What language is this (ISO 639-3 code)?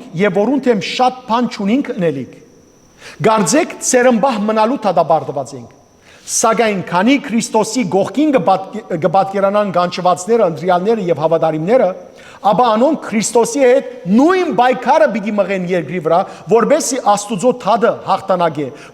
hyw